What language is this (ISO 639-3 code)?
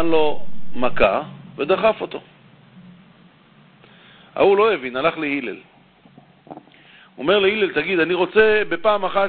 heb